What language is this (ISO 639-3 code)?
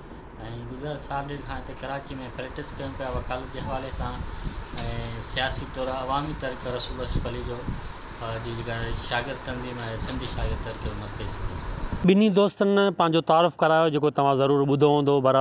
snd